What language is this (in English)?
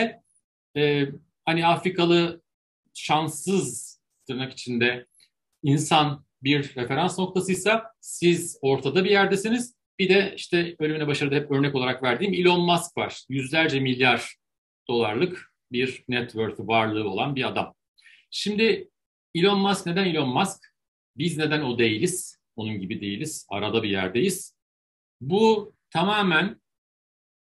Turkish